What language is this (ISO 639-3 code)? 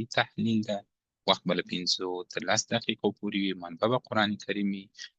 pus